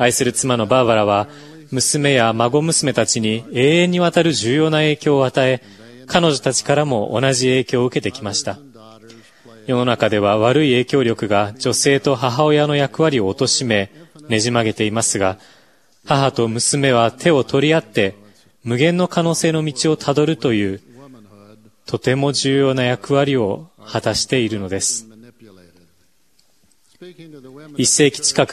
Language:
Japanese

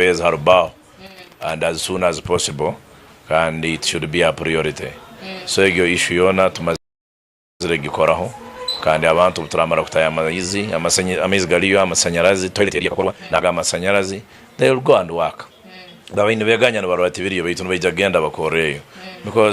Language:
Nyankole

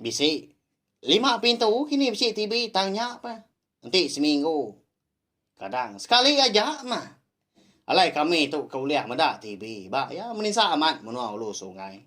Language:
Iban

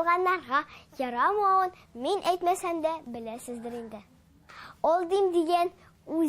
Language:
Tatar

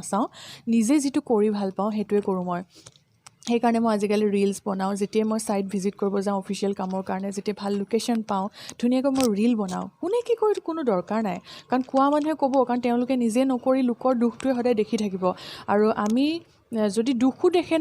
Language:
Assamese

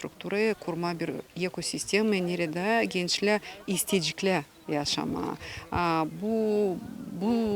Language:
Gagauz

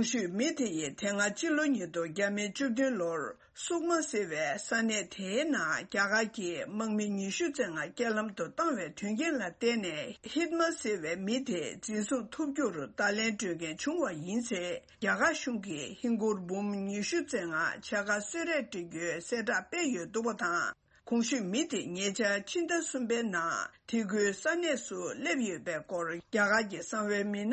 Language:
Tibetan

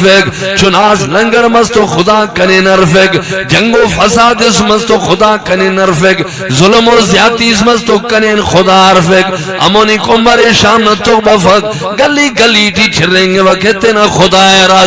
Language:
Brahui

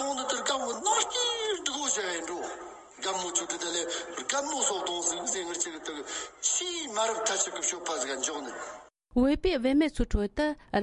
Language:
Tibetan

